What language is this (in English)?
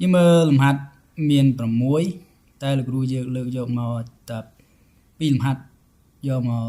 Khmer